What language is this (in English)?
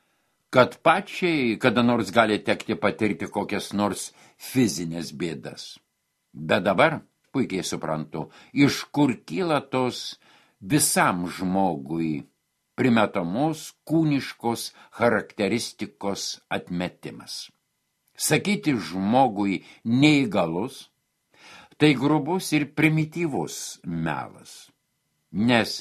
Lithuanian